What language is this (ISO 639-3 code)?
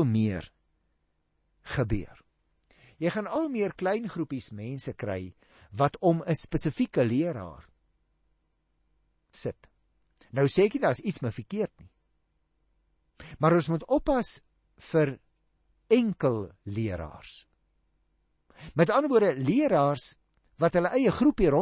afr